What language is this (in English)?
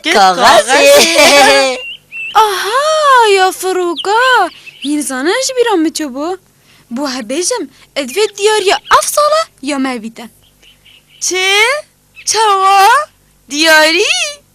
Kurdish